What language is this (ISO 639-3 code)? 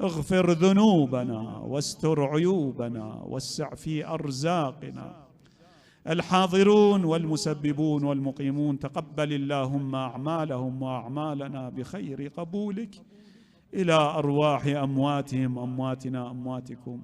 acm